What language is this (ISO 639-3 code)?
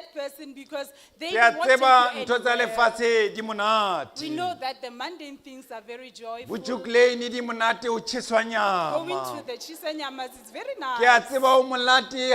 sot